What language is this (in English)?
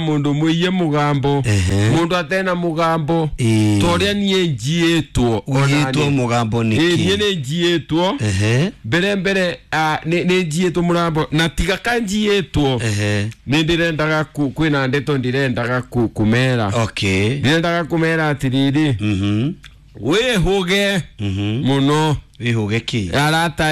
Kikuyu